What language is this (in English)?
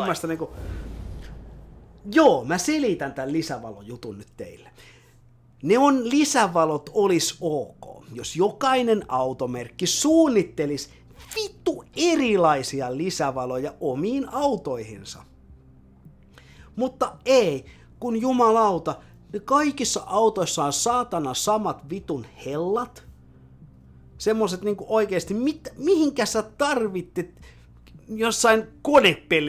Finnish